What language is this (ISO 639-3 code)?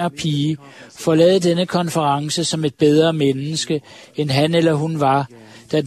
dan